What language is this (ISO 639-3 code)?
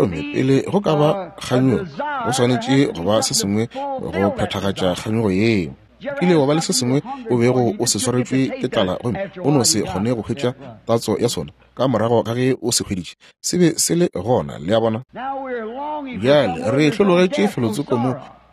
nso